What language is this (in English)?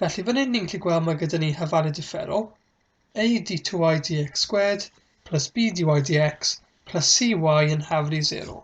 Welsh